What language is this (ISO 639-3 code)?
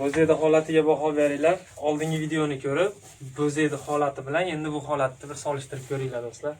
uzb